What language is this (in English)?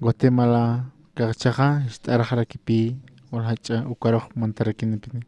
Aymara